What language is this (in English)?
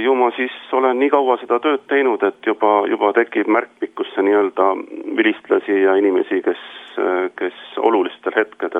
Estonian